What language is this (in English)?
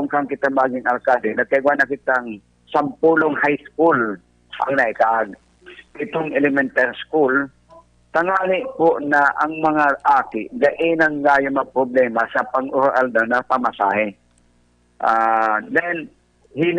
Bikol